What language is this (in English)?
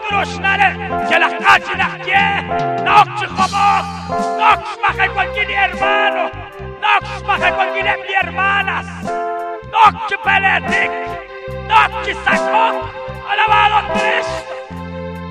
Kekchí